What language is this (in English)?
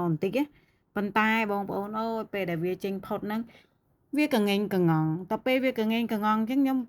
Khmer